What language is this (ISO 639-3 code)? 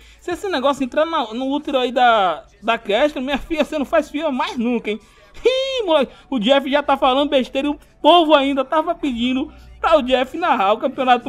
por